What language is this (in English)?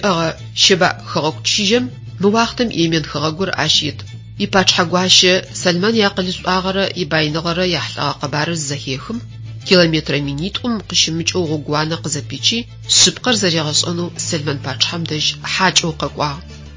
Adyghe